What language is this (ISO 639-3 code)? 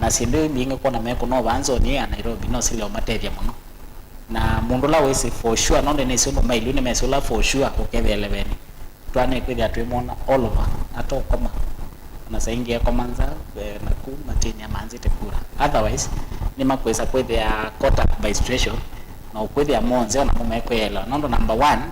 kam